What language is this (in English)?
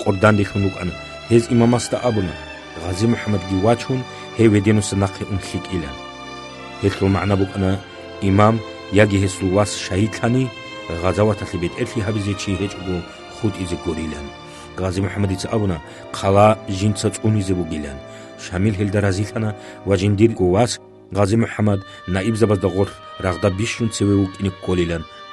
Avaric